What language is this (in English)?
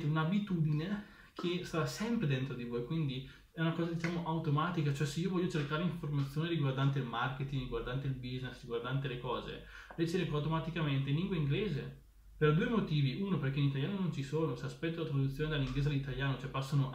Italian